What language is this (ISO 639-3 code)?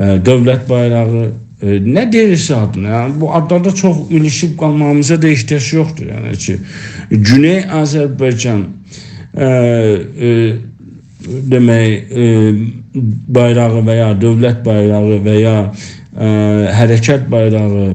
azb